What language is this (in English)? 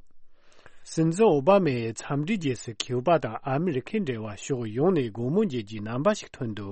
Tibetan